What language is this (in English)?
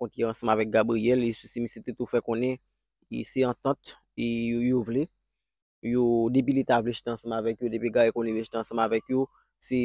Haitian Creole